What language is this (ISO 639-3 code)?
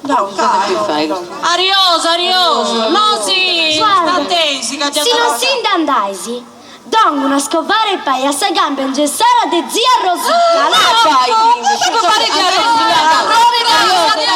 srd